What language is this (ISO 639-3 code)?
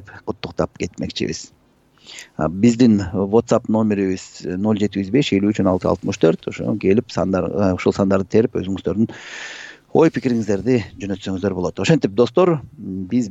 kir